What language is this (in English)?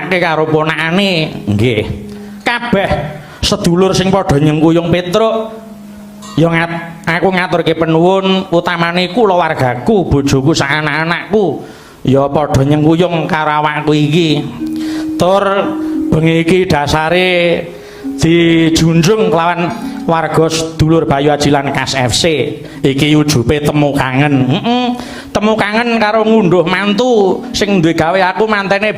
Javanese